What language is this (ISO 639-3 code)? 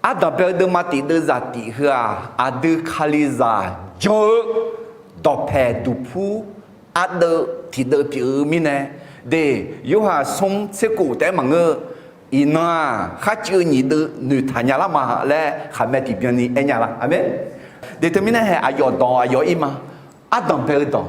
ahk